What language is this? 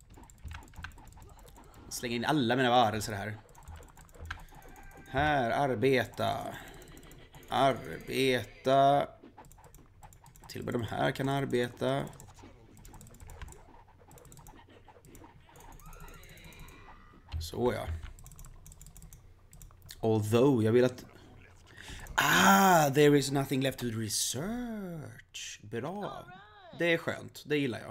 Swedish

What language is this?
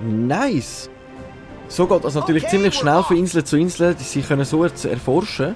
Swiss German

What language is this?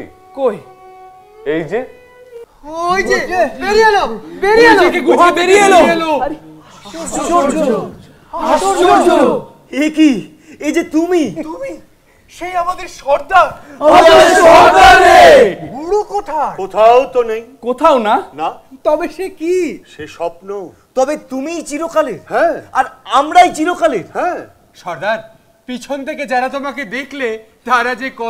Bangla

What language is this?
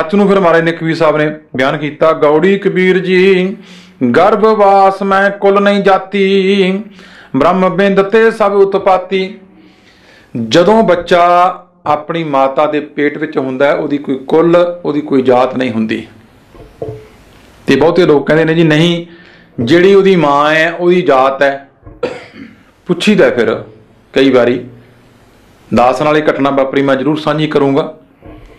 Punjabi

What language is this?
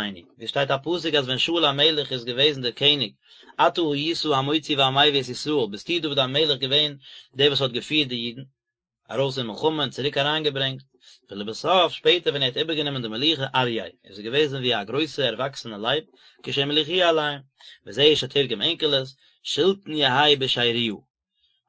Yiddish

